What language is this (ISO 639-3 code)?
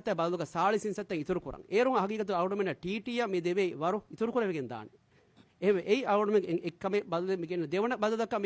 div